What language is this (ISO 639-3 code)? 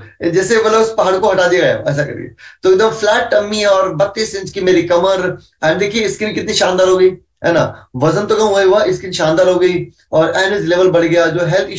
hin